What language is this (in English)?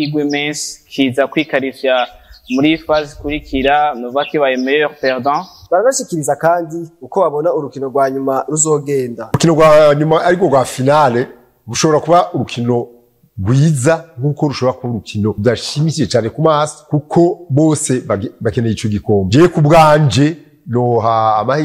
Rundi